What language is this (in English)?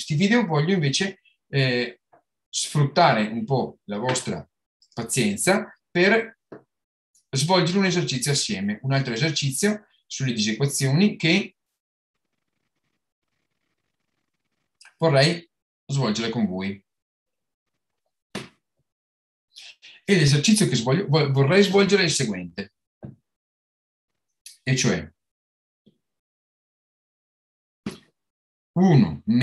Italian